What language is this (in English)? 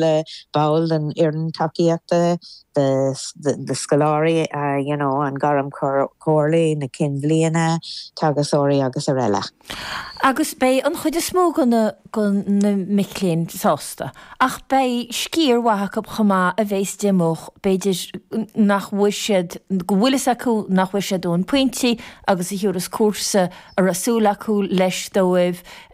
Irish